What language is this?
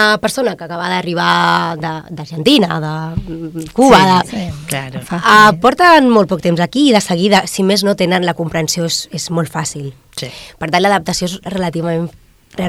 Catalan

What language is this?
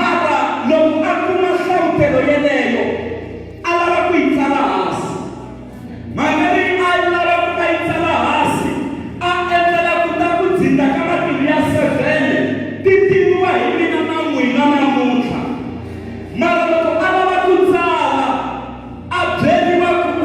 Tsonga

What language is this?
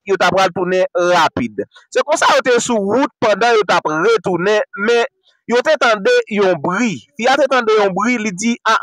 Haitian Creole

